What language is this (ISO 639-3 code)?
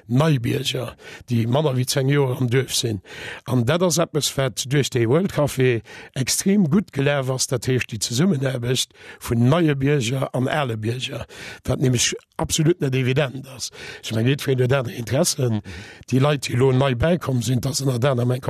ltz